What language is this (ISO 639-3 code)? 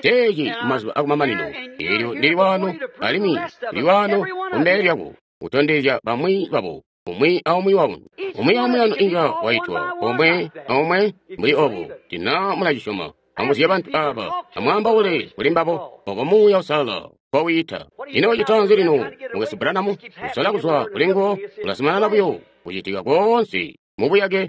toi